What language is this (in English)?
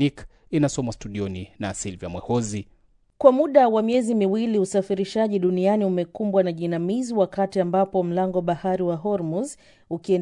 Swahili